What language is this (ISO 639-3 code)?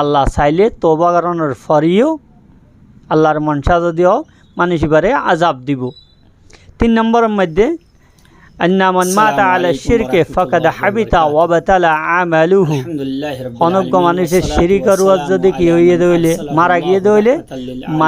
rhg